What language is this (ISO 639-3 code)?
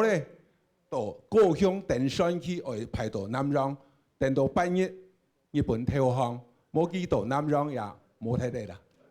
hak